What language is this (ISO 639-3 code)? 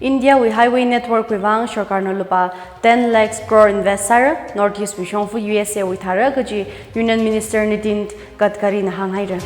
nmf